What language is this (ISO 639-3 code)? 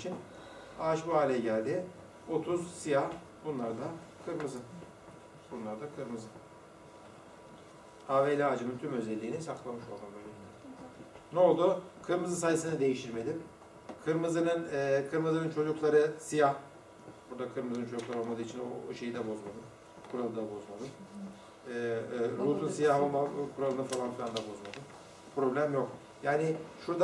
tur